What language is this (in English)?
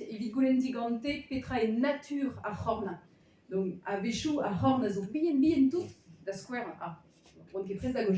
Breton